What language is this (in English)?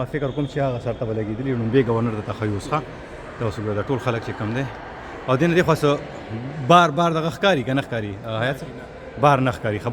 Pashto